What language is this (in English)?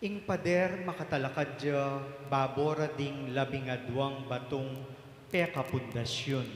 Pampanga